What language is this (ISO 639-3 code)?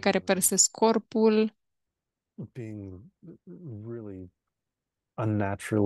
ron